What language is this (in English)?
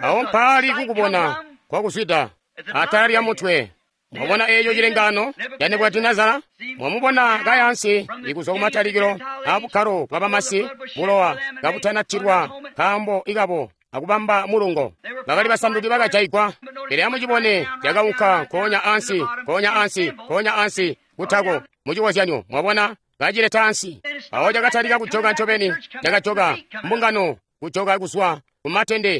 Tonga (Zambia)